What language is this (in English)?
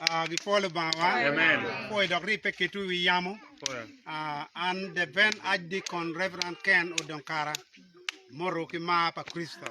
Acoli